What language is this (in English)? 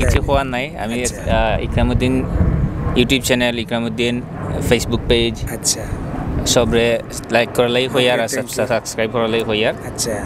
Sylheti